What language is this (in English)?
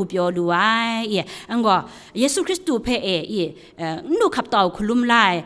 Kachin